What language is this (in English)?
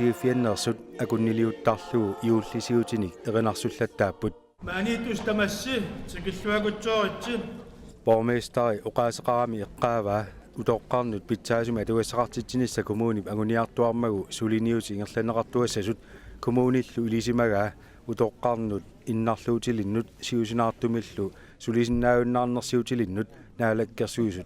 Kalaallisut